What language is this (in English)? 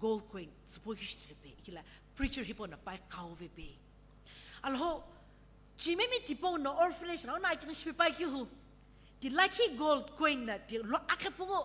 Sumi Naga